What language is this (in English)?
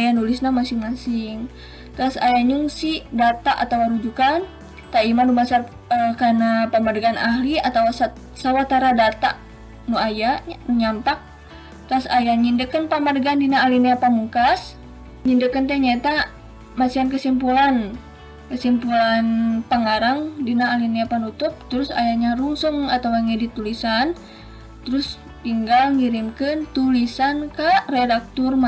Sundanese